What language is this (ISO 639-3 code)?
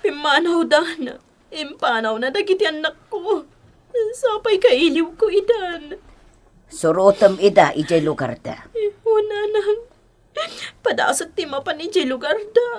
ilo